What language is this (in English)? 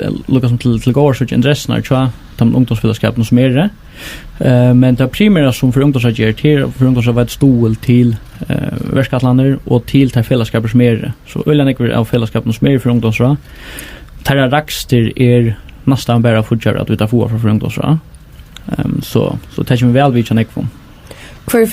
Faroese